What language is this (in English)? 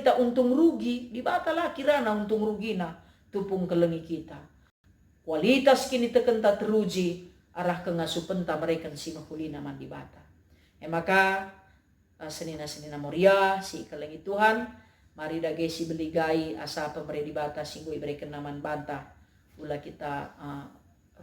Batak Karo